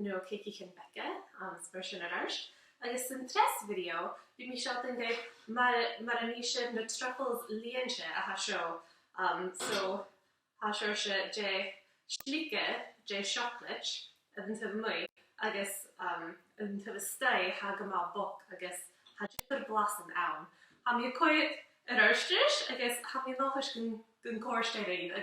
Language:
Scottish Gaelic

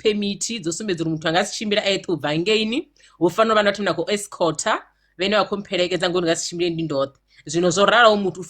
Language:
Venda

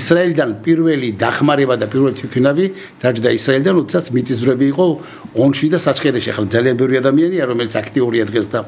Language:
Georgian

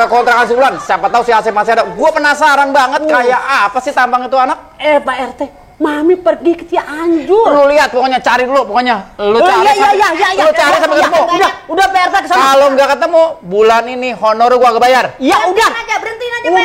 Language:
Betawi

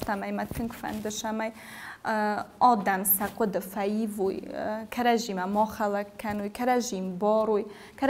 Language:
Ossetic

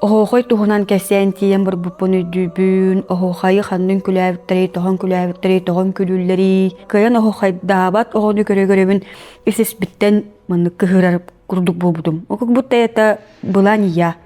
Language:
Yakut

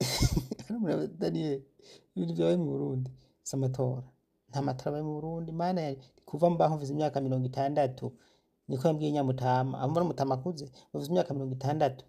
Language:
Rundi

